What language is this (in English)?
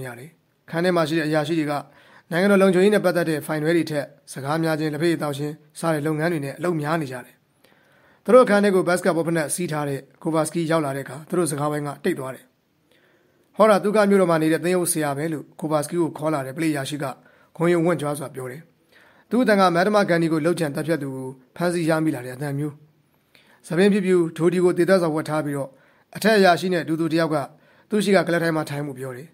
Burmese